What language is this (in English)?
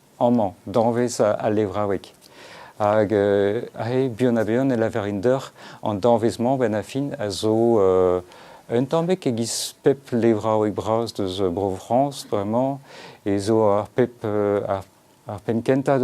Breton